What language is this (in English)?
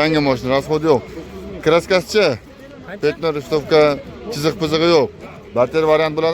Uzbek